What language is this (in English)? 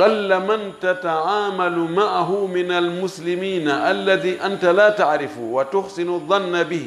Fula